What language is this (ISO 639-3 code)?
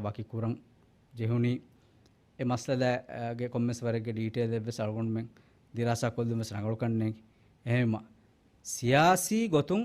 div